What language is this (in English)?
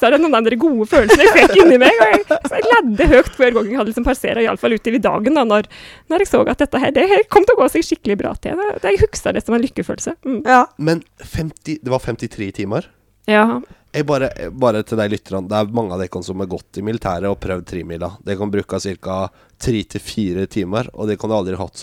Norwegian